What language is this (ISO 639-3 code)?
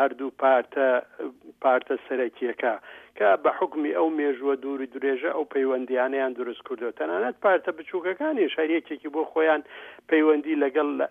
ckb